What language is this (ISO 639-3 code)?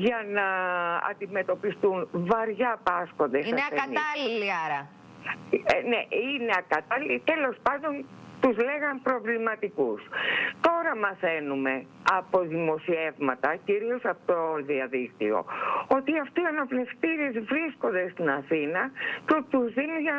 ell